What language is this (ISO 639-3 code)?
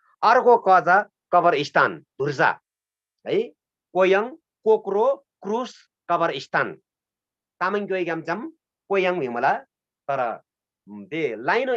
taj